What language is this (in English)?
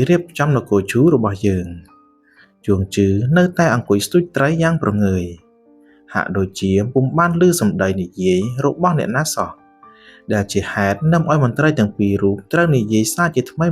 Khmer